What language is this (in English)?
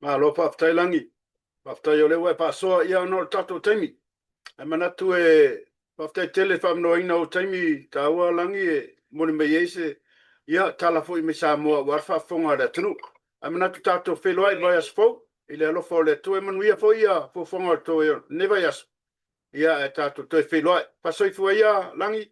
Samoan